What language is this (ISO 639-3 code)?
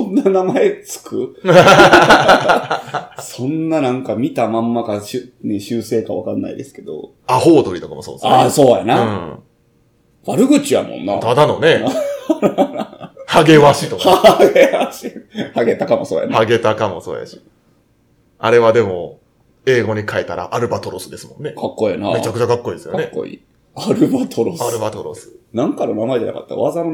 jpn